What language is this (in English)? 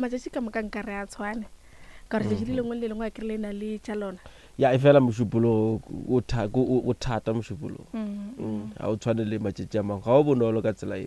Northern Sotho